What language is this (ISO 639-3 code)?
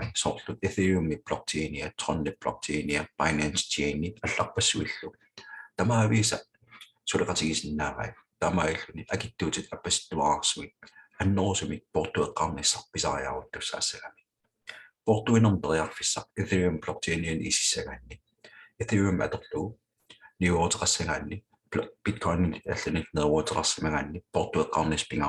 kal